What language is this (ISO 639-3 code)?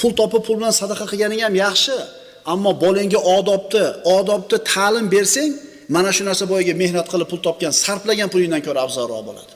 uzb